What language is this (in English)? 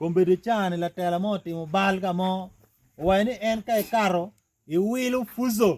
Acoli